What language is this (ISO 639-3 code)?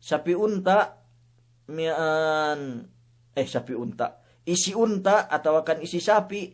yka